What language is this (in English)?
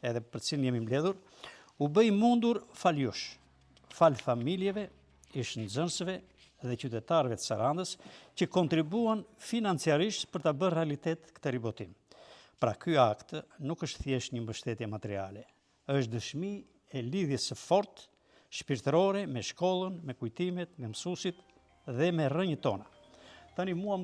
Albanian